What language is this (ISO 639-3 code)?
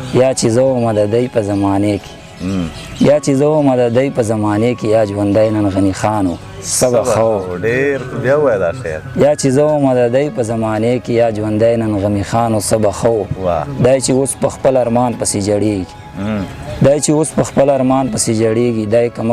pus